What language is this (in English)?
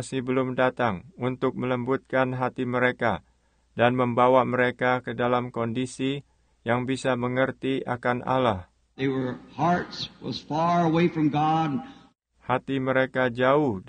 Indonesian